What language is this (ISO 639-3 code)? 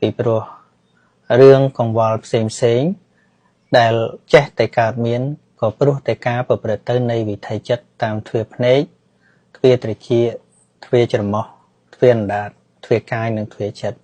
khm